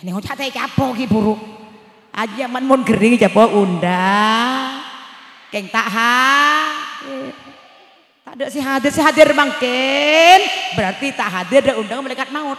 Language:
Madurese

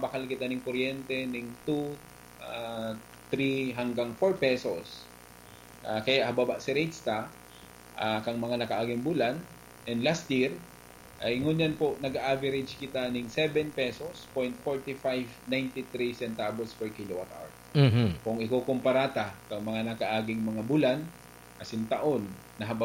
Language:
Bikol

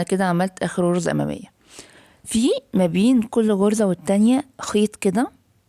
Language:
Egyptian Arabic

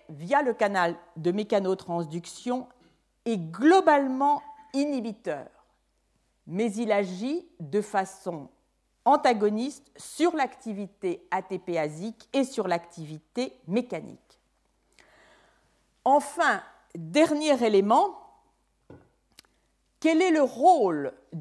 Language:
French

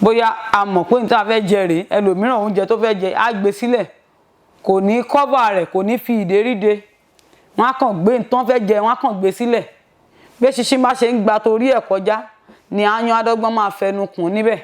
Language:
Yoruba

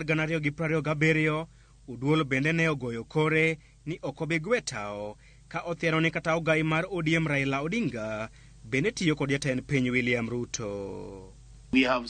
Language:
Luo (Kenya and Tanzania)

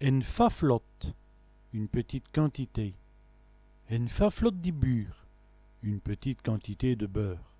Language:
Walloon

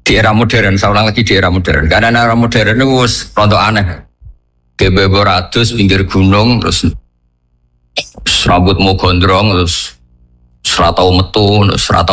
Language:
Indonesian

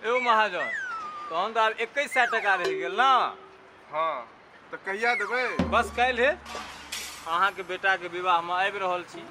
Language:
Maithili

